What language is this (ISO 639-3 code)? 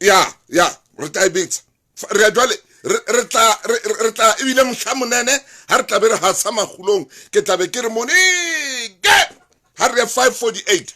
sot